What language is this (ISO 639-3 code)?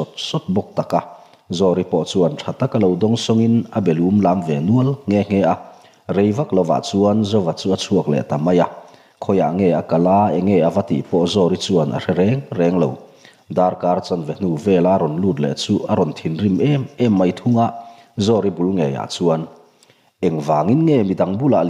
lus